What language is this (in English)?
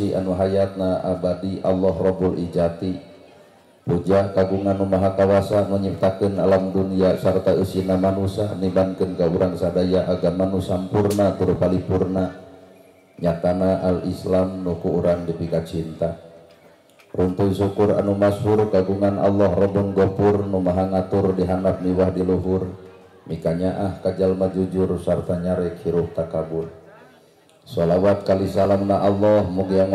Sundanese